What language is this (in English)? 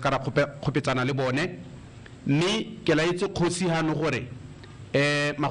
Tswana